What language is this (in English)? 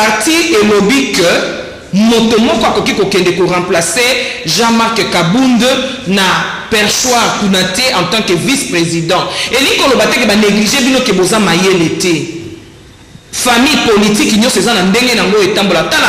Lingala